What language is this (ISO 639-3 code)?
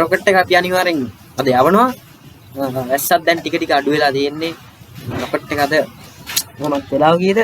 sin